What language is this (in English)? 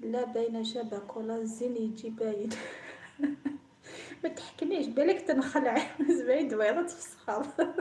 Algerian Arabic